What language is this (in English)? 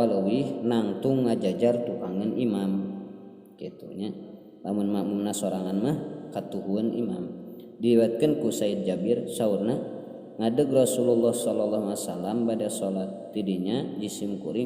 Sundanese